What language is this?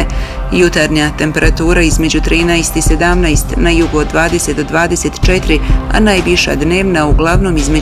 Bosnian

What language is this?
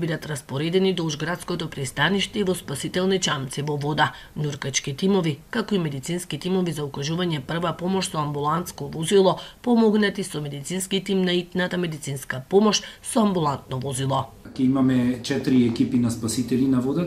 Macedonian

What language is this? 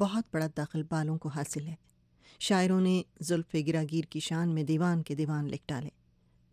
Urdu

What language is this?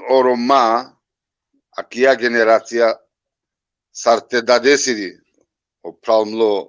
Balkan Romani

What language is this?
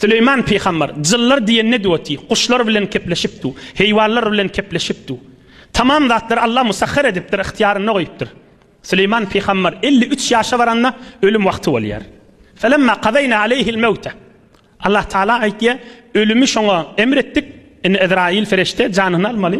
Turkmen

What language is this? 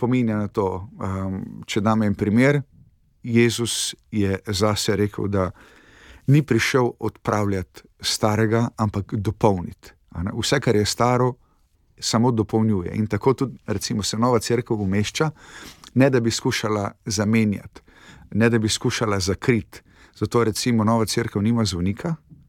Slovenian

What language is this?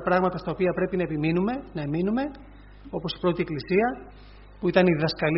Greek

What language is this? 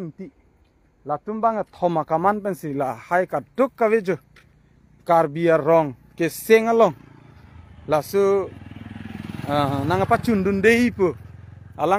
Karbi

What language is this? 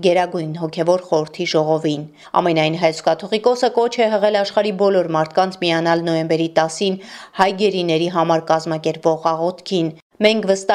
Armenian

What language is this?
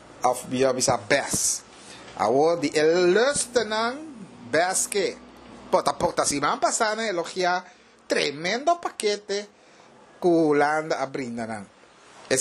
Papiamento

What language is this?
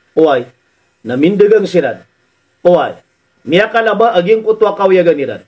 Maranao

